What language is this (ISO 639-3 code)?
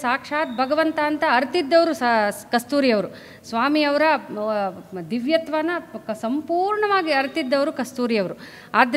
kan